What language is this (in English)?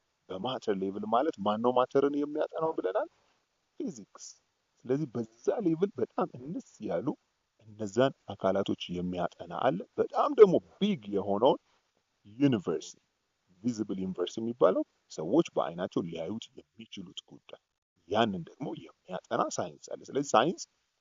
Amharic